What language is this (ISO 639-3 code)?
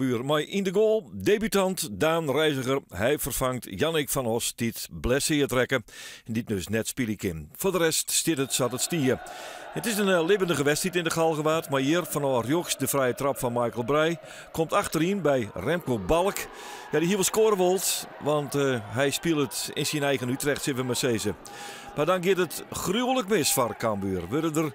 fry